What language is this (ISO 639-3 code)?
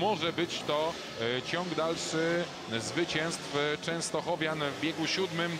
pol